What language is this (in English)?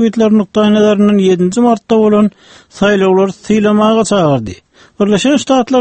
Turkmen